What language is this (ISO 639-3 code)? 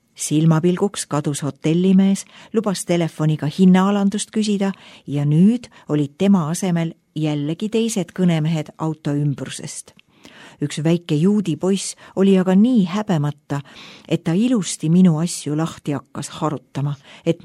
est